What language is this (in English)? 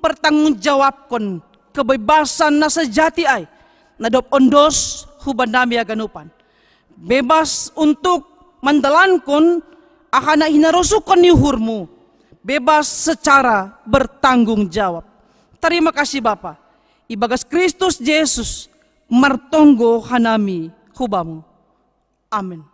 Batak Simalungun